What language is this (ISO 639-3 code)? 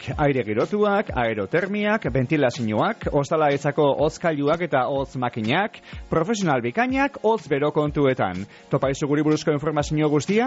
eus